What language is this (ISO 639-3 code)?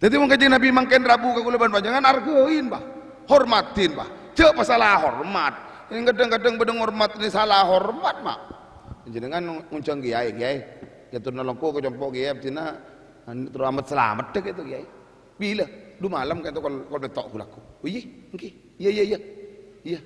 mad